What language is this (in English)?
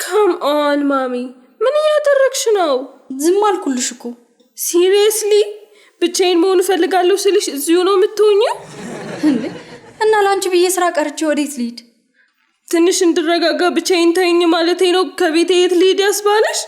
Amharic